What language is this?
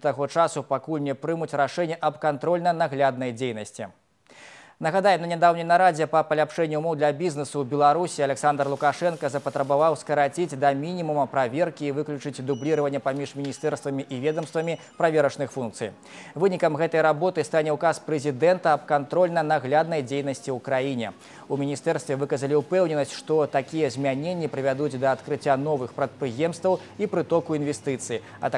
Belarusian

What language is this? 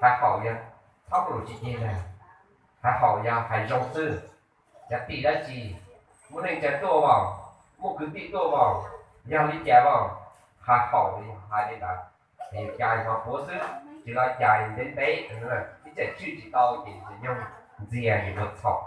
Hmong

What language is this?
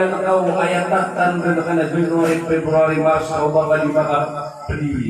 Maranao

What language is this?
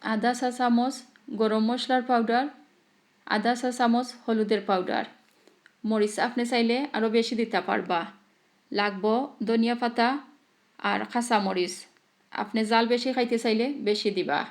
Sylheti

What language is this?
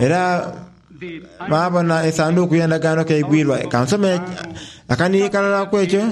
Soga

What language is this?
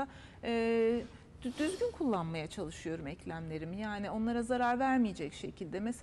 Turkish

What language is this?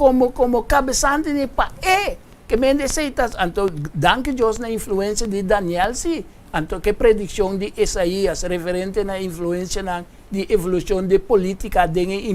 Papiamento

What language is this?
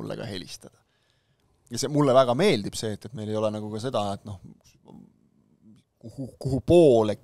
Estonian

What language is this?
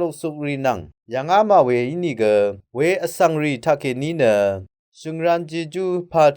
Rawang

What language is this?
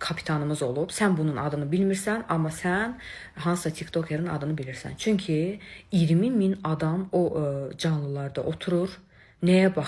Azerbaijani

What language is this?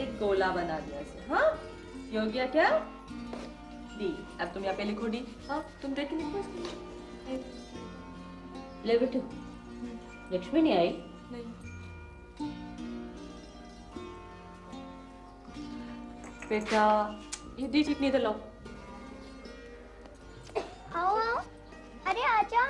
Hindi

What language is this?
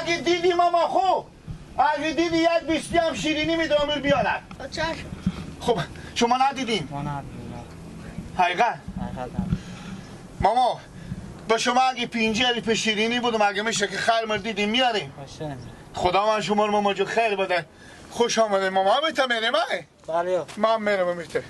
Persian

